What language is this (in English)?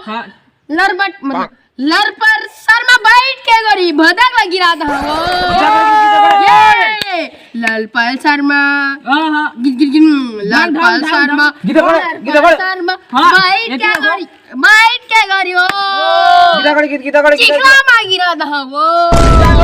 Chhattisgarhi